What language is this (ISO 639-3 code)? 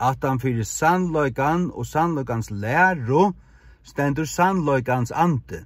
fao